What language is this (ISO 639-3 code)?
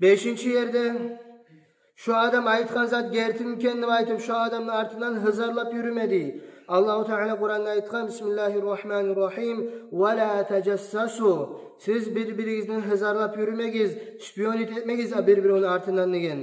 kum